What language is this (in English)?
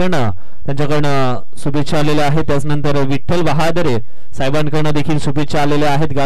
Marathi